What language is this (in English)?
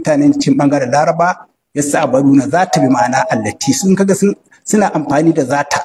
Hausa